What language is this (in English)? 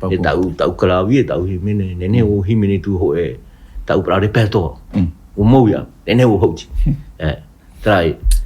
Tahitian